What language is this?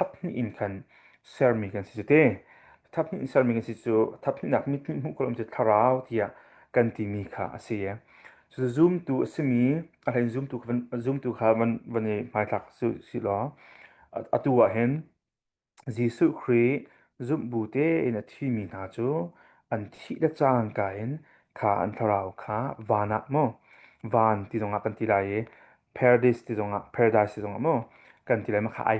Hakha Chin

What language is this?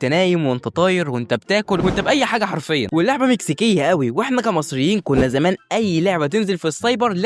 Egyptian Arabic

